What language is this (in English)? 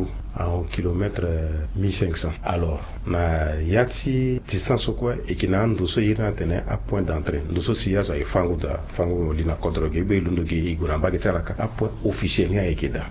Sango